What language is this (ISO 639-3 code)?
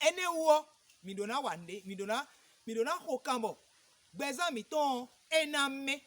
fon